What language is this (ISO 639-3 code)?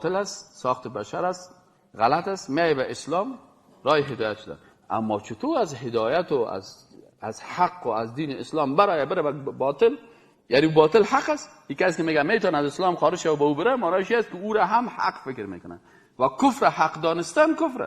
fas